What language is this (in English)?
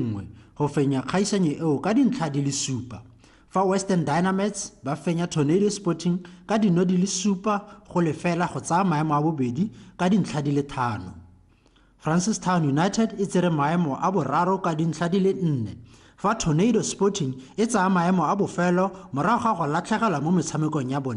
Tswana